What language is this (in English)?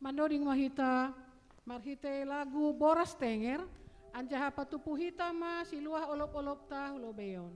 Batak Simalungun